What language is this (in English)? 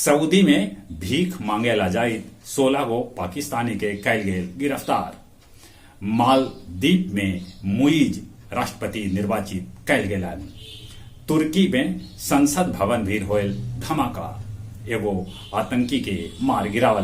Magahi